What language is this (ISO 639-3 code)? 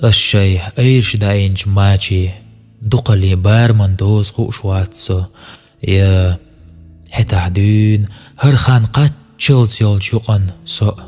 che